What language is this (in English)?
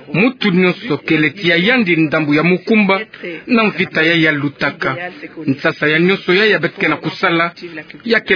Kituba (Democratic Republic of Congo)